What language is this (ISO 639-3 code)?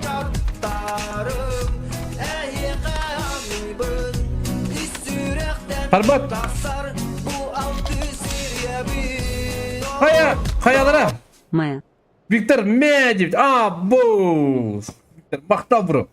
sah